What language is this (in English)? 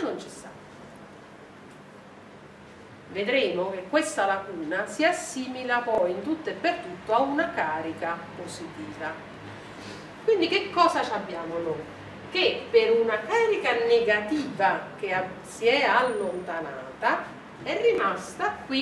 Italian